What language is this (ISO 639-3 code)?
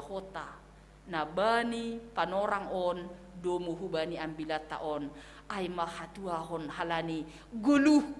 bts